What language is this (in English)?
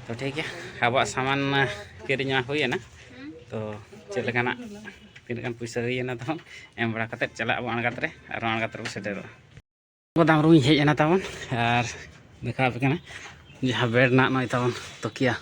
Santali